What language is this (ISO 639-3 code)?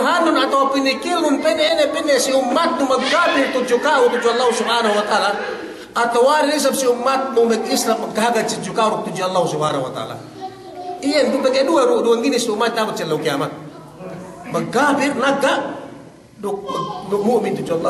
yka